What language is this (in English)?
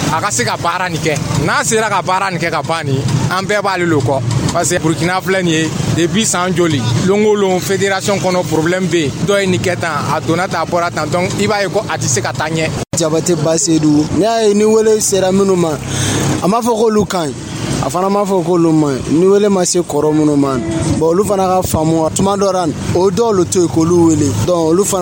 Dyula